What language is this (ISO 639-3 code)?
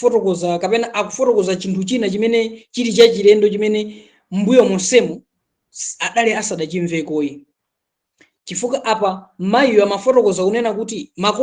nya